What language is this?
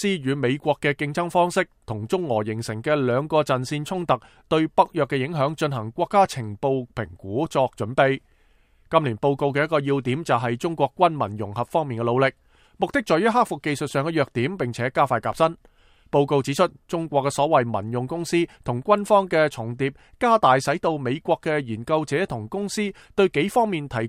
Cantonese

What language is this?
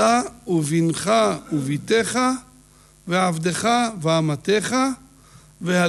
Hebrew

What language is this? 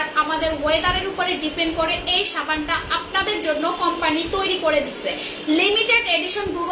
Bangla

